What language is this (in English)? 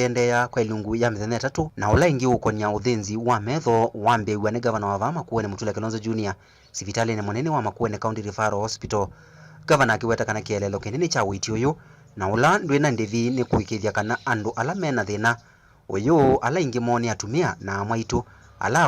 Kamba